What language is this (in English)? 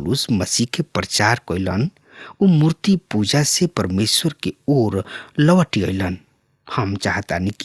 Bhojpuri